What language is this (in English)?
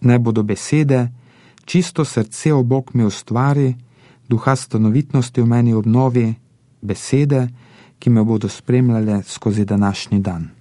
Slovenian